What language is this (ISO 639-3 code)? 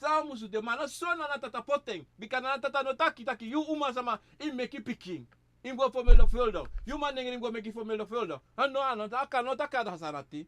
srn